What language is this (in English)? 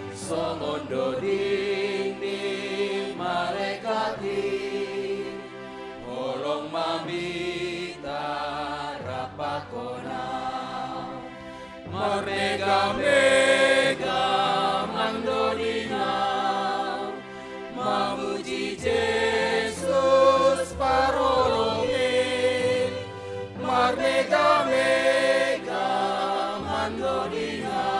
Batak Simalungun